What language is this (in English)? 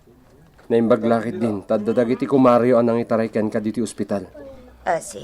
Iloko